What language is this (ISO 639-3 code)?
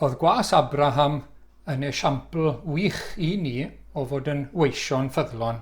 cym